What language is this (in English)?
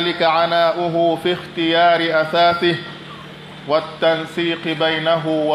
Pular